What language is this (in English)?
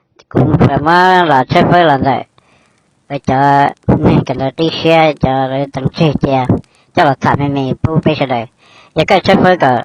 Hmong